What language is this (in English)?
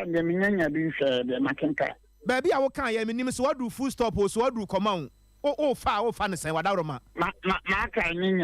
Akan